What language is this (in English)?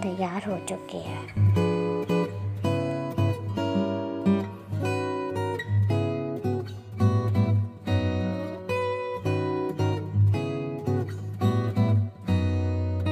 Hindi